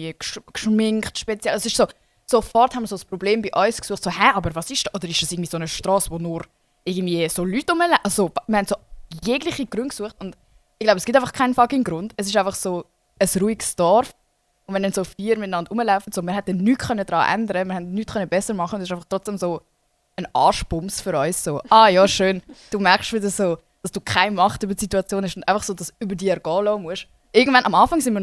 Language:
Swiss German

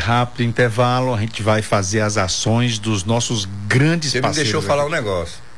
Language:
Portuguese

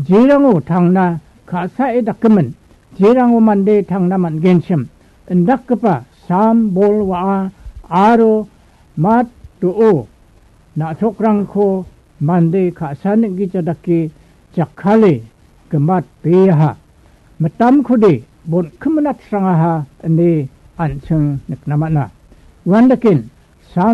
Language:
Garo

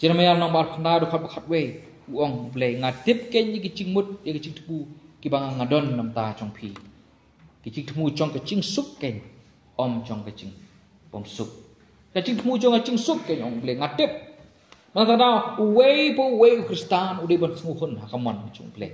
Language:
Khasi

